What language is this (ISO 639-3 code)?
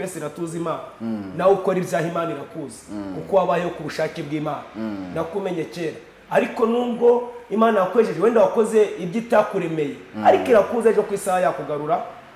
kin